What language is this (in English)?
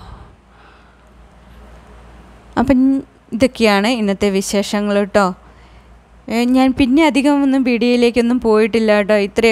Malayalam